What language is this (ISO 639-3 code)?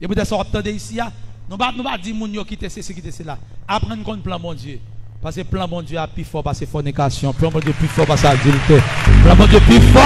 hat